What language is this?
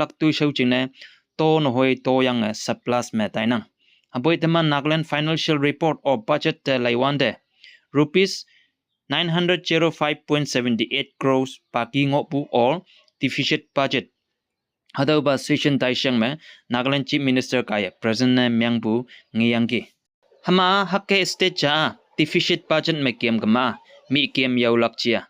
Konyak Naga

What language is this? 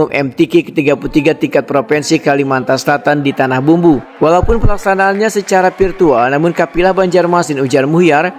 Banjar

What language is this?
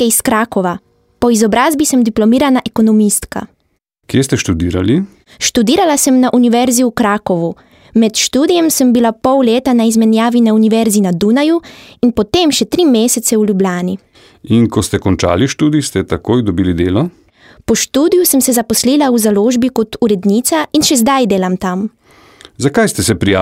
Slovenian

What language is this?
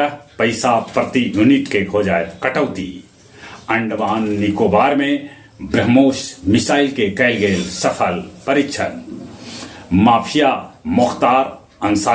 Magahi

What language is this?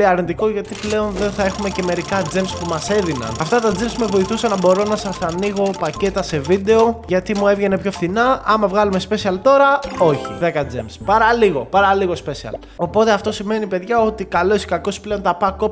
Greek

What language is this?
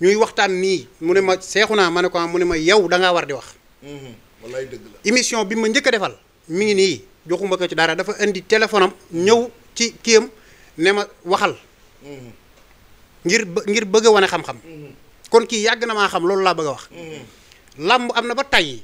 Wolof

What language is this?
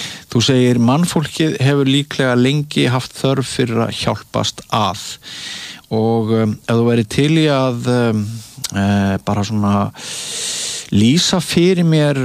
Icelandic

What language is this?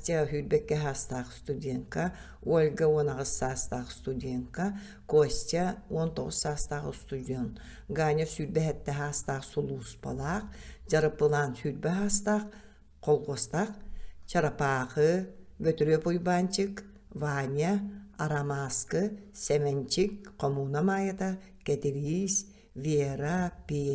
Yakut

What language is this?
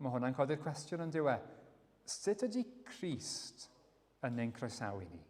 Welsh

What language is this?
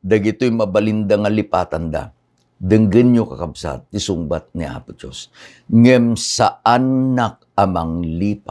Iloko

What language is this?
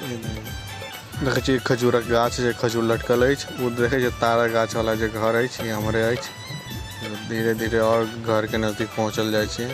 Maithili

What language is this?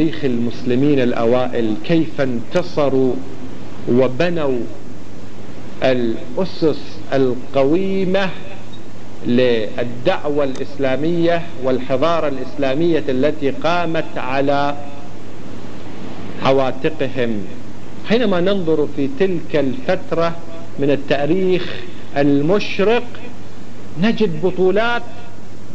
Arabic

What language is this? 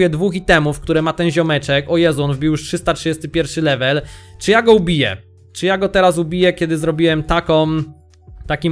Polish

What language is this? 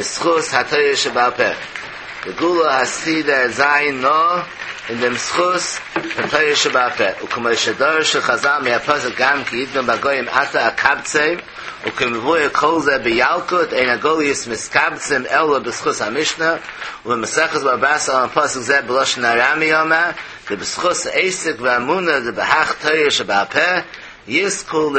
Yiddish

